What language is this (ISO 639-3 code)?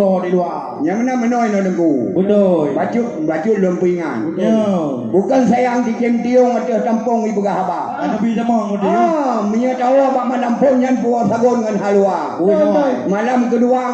ace